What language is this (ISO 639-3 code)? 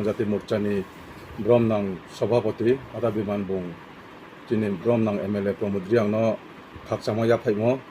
ria